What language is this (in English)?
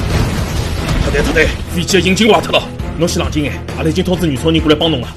Wu Chinese